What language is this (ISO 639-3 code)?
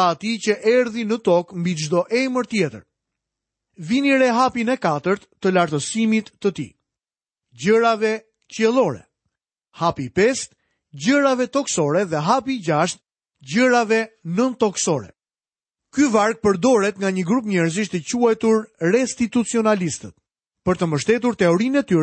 sqi